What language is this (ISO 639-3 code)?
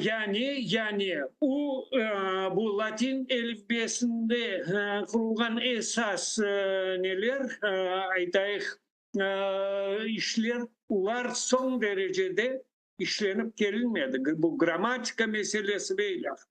crh